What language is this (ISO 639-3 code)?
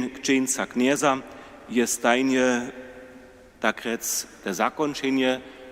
hsb